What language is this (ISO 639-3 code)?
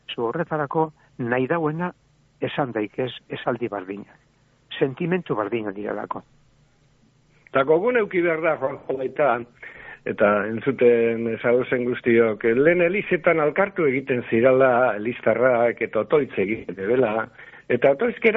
eus